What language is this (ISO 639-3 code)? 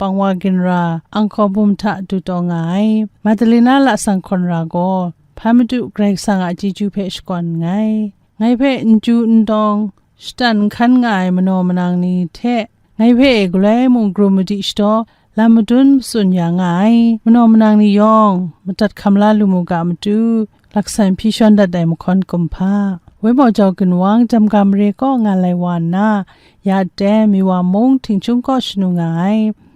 kac